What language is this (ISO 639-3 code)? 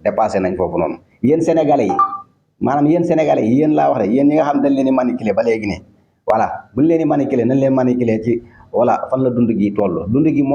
wol